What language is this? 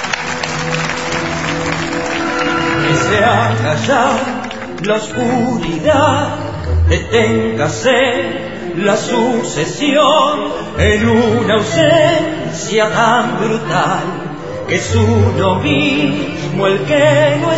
Spanish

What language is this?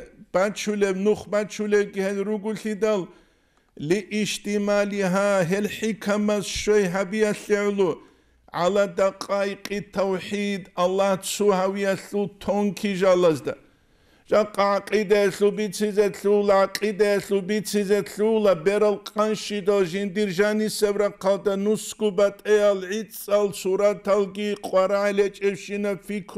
Avaric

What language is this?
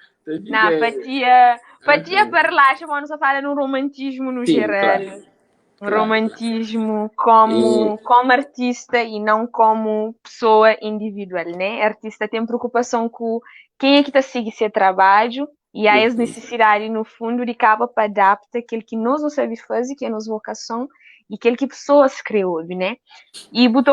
Kabuverdianu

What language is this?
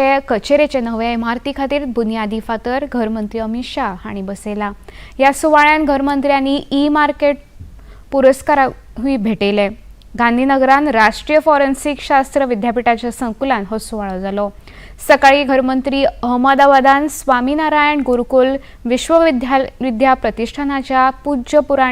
Konkani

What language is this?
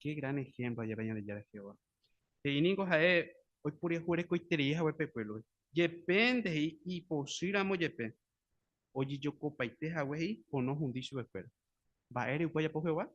Guarani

